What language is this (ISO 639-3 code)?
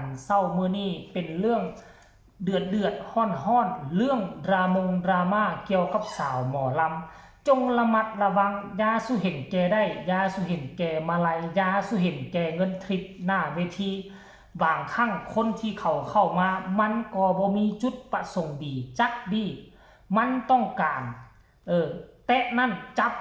tts